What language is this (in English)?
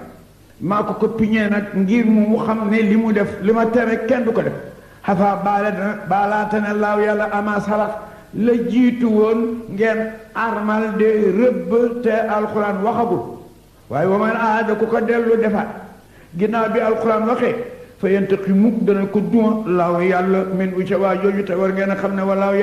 Wolof